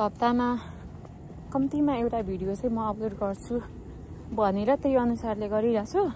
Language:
Nepali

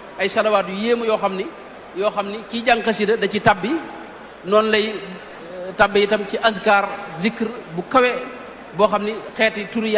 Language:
Wolof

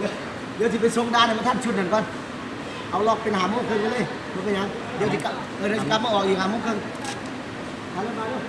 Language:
Lao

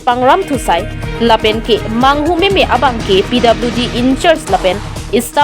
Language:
Karbi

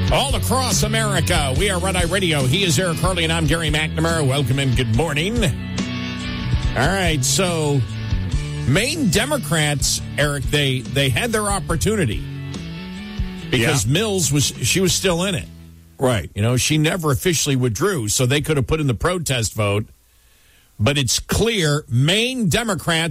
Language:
English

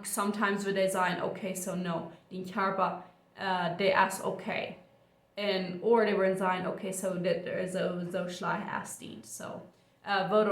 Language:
Plautdietsch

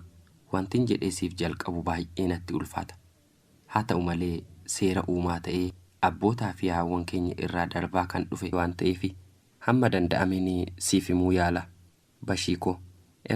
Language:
Oromo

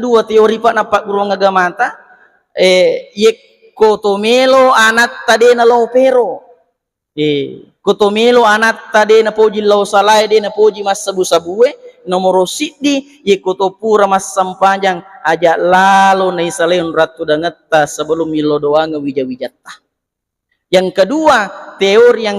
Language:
Buginese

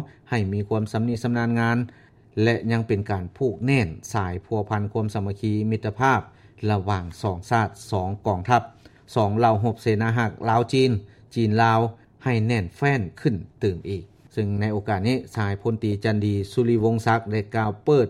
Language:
Lao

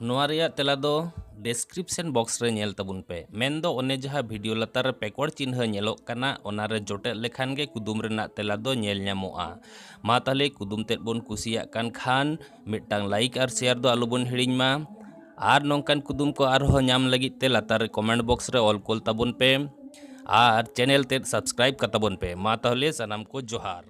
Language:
Santali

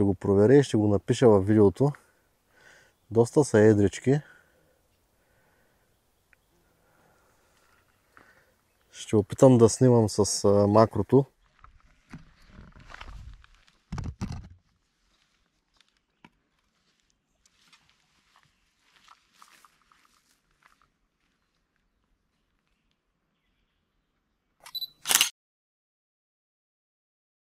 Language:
Bulgarian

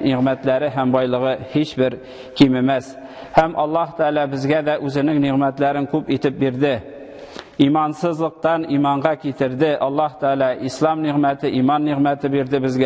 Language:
Tatar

